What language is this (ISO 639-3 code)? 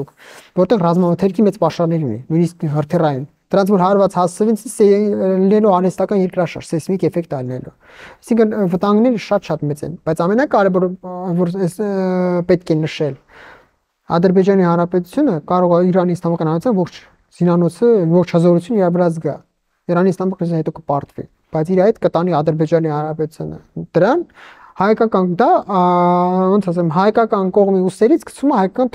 hye